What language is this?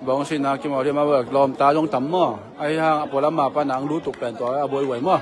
Tedim Chin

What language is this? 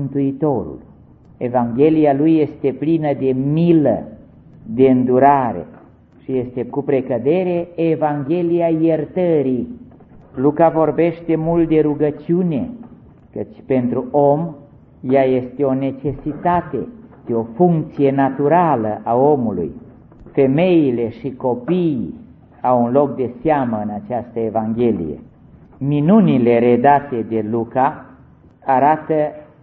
Romanian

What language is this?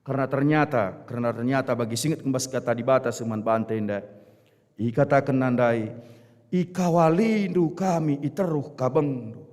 Batak Karo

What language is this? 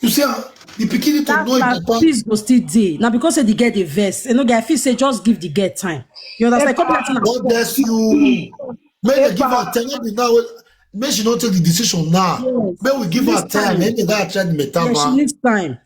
Nigerian Pidgin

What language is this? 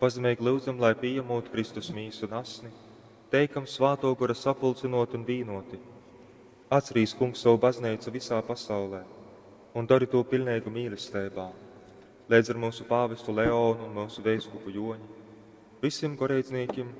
Latgalian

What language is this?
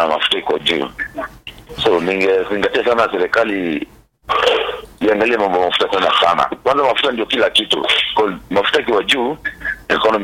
Swahili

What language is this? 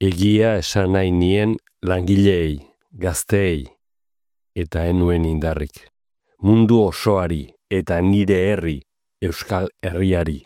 Basque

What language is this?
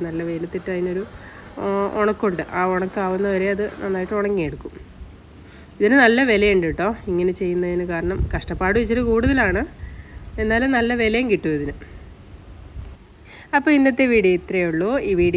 Malayalam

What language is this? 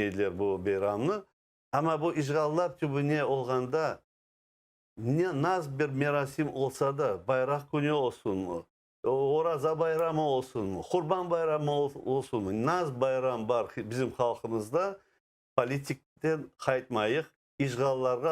Crimean Tatar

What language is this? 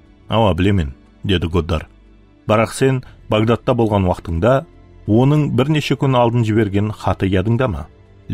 Kara-Kalpak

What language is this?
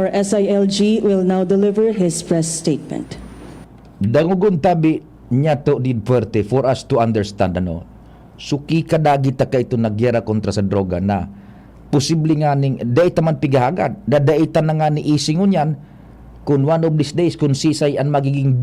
Bikol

